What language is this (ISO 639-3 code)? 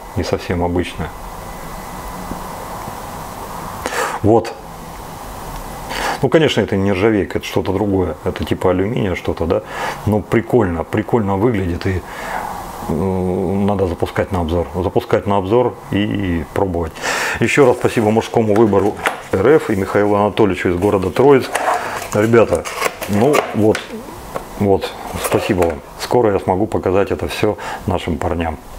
rus